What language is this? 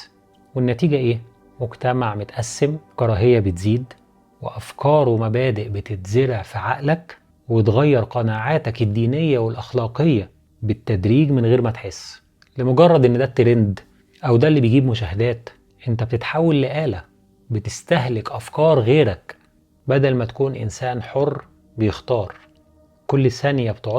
Egyptian Arabic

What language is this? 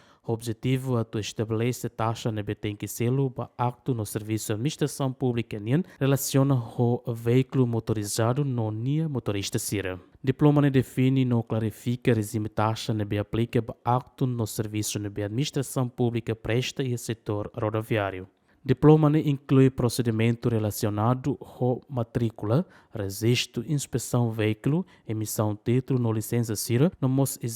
Tetum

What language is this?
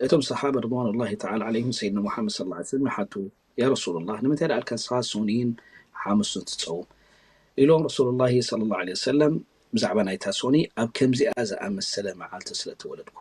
Tigrinya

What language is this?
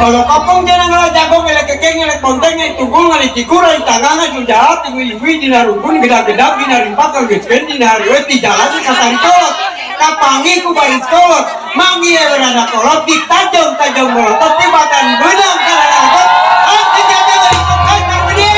Sundanese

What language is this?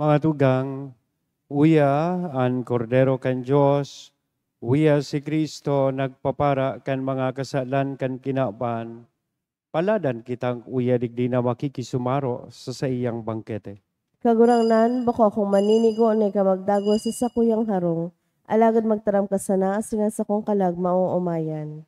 Bikol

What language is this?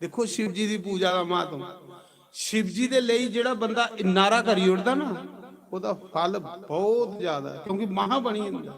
Dogri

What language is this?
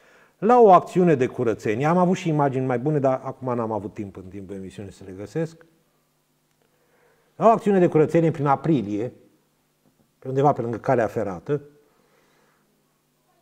Romanian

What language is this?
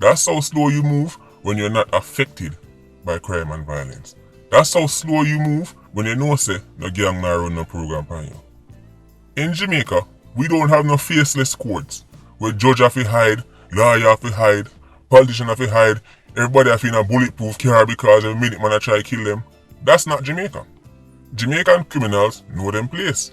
Jamaican Creole English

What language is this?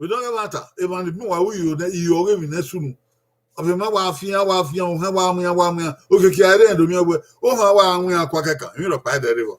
Bini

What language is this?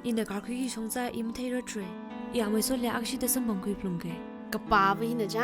Tangkhul Naga (India)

